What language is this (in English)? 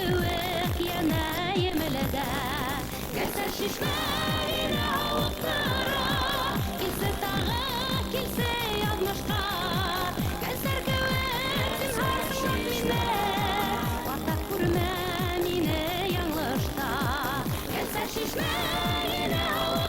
Bashkir